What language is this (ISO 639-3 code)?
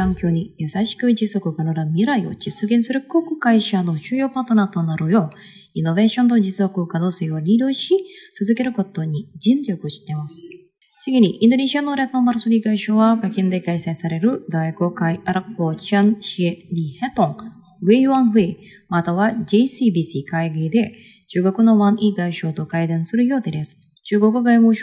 jpn